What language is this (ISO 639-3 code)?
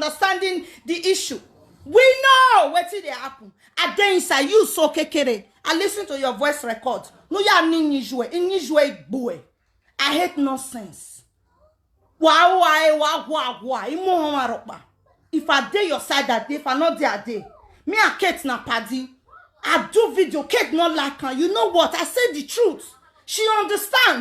pcm